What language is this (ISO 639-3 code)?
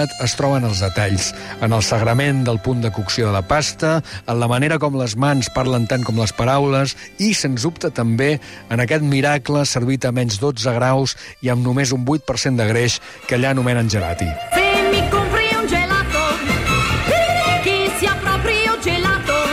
cat